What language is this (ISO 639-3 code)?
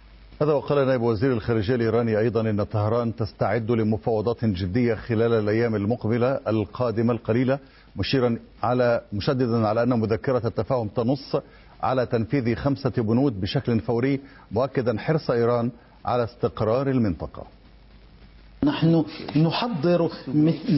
ara